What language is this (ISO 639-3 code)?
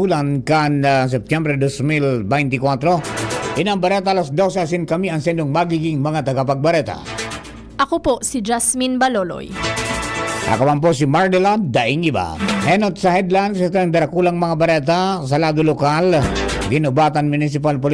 bik